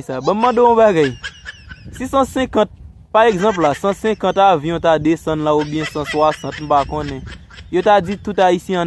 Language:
Haitian Creole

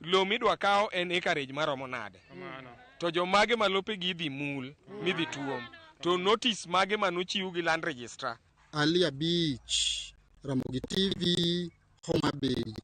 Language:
Luo (Kenya and Tanzania)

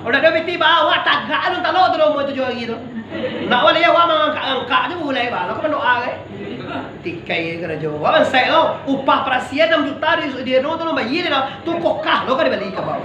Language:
Minangkabau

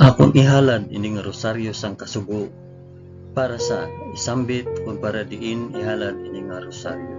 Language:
Hiligaynon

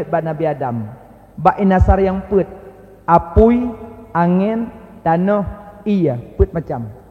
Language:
Achinese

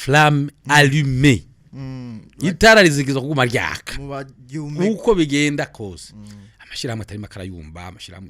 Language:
Rundi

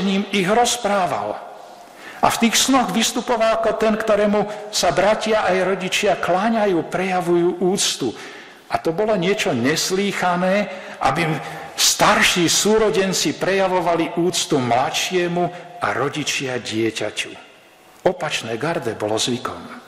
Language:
Slovak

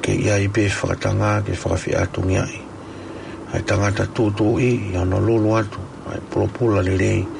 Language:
Tongan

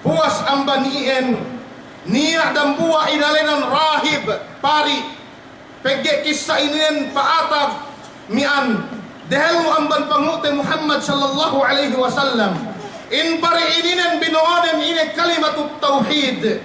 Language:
Yakan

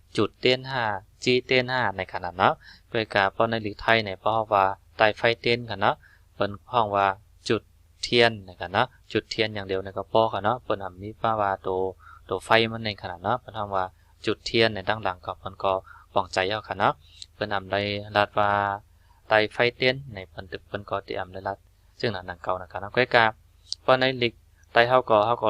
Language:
Shan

